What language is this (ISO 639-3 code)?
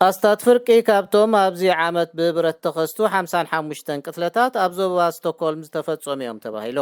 tir